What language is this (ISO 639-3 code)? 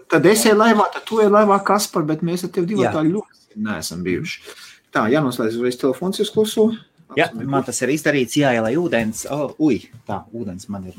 lav